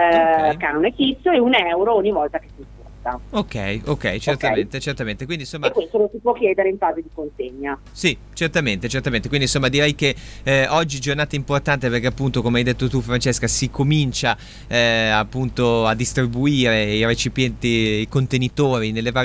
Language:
Italian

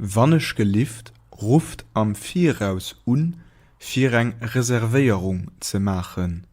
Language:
Luxembourgish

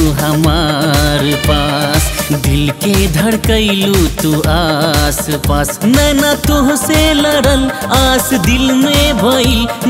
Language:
Bhojpuri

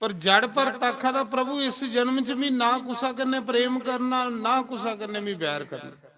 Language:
Dogri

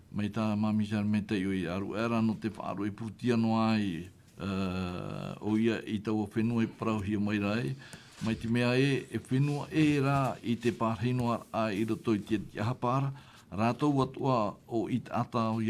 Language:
Tahitian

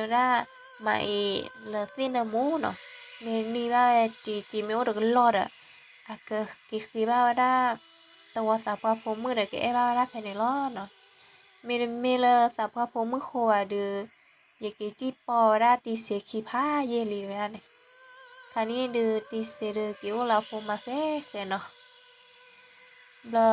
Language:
S'gaw Karen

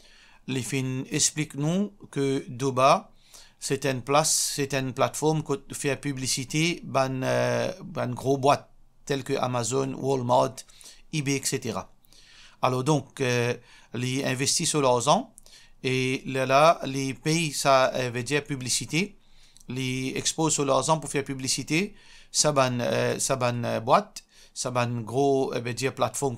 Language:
Morisyen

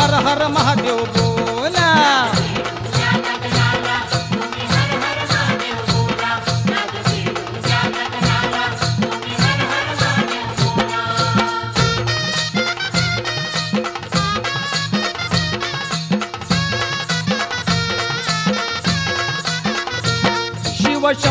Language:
Marathi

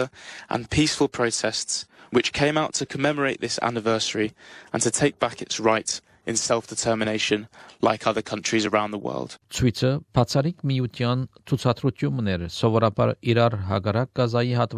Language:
Armenian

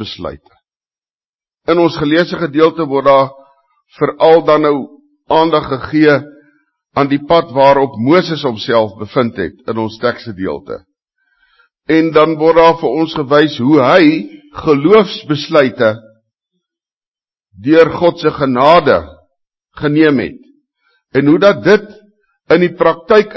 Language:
Afrikaans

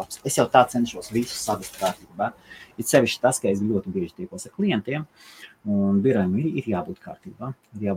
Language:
Latvian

